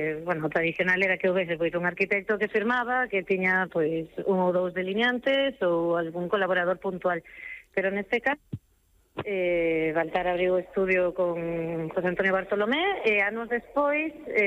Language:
Galician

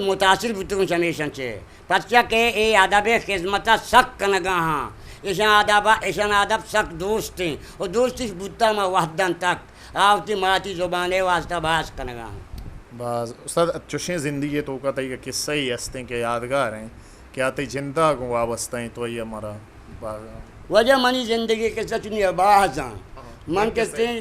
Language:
Eastern Balochi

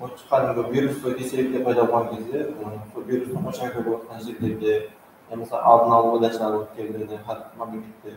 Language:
Kara-Kalpak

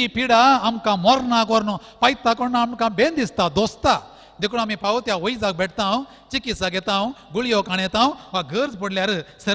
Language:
Konkani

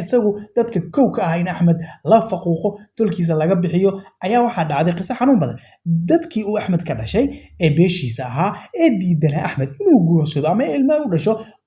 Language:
Somali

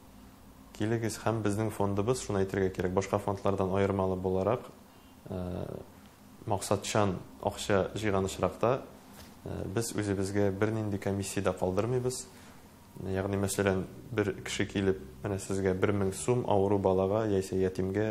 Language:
Tatar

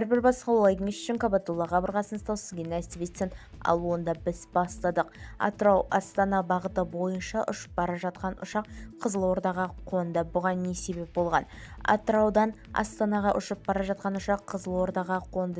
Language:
Kazakh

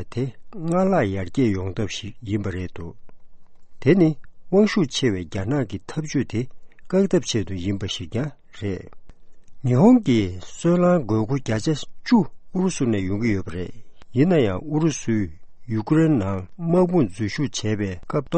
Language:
Tibetan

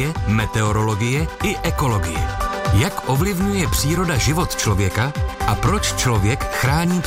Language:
Czech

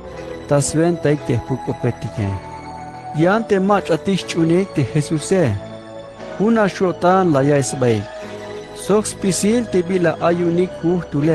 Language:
Tzeltal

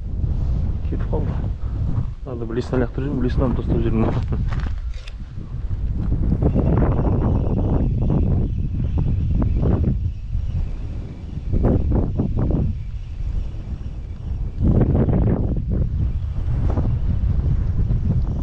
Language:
Kazakh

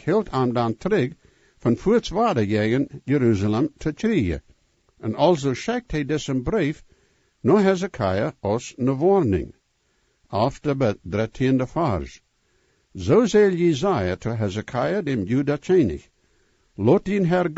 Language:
Plautdietsch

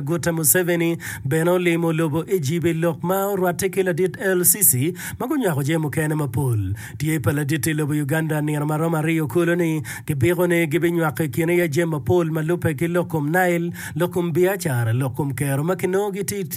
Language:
Acoli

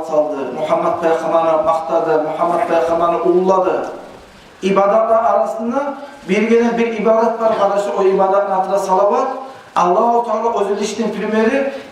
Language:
Kumyk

